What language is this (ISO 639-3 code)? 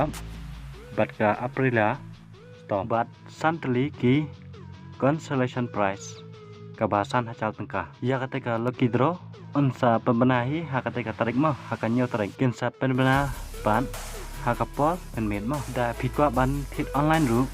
kha